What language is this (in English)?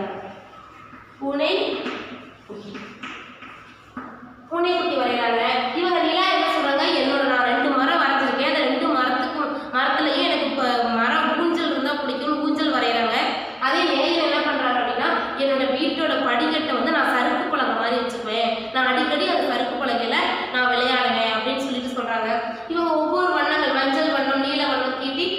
Tamil